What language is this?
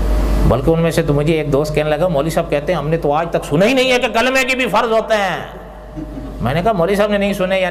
Urdu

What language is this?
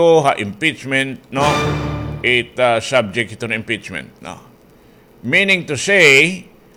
Waray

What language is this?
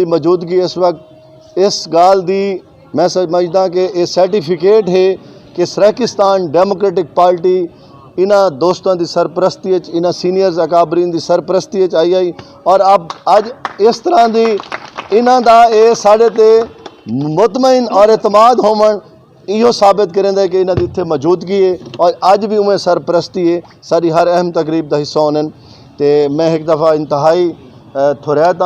Saraiki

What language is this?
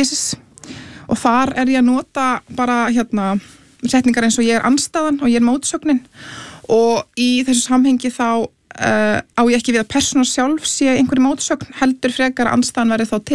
Icelandic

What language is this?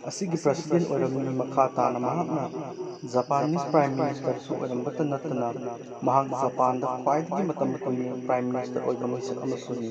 Manipuri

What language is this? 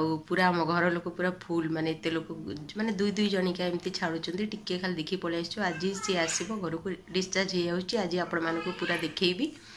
Odia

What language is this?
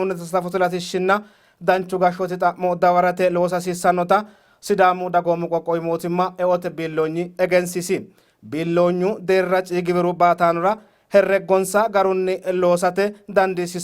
Sidamo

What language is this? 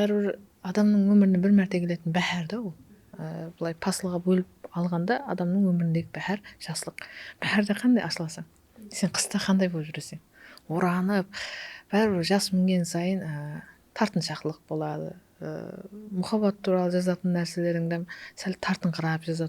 Kara-Kalpak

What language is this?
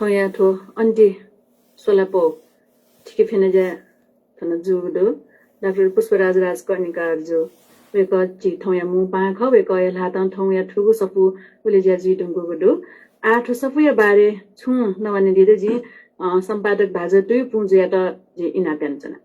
Newari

